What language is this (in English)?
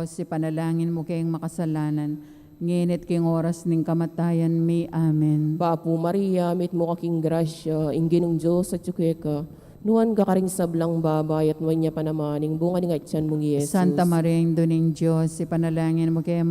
Pampanga